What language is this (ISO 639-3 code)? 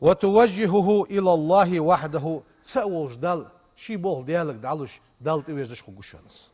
inh